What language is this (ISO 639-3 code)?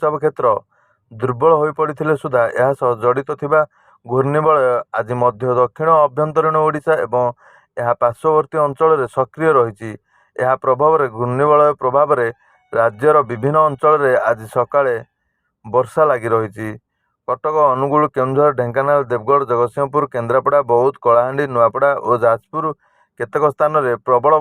ori